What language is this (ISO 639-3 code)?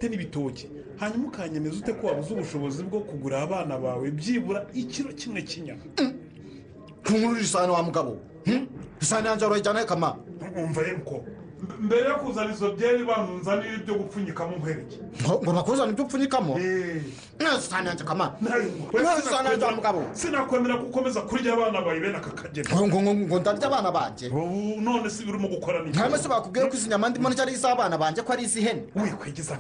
kin